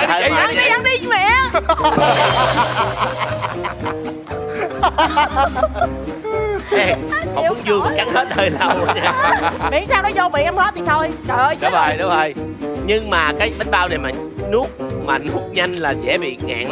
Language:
Vietnamese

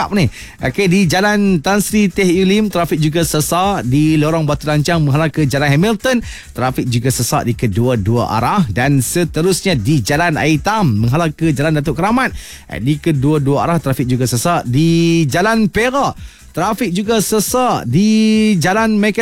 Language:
Malay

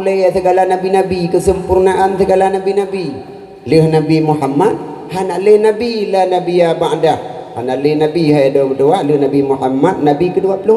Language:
Achinese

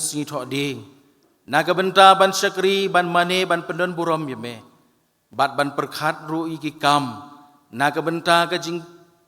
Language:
Khasi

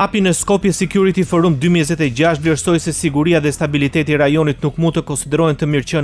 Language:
Albanian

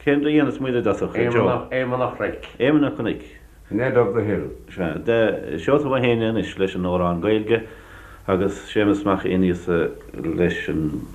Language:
Irish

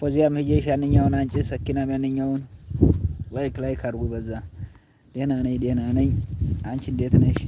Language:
Amharic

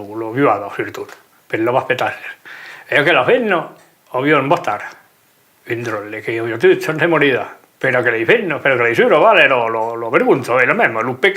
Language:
Occitan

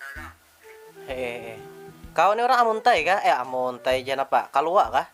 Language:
Banjar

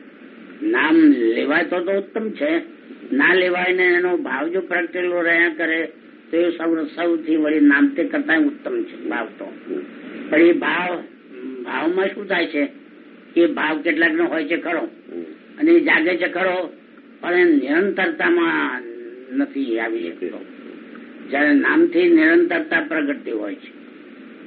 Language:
Gujarati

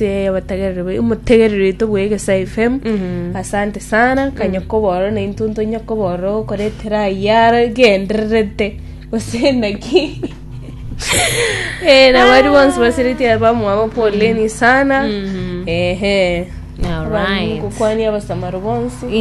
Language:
Gusii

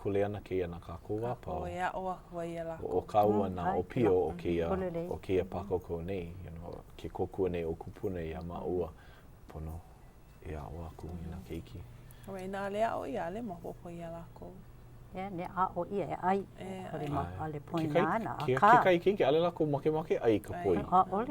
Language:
Hawaiian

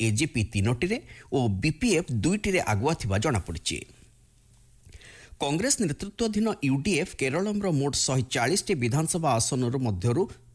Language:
Odia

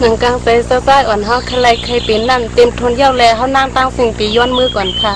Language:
Shan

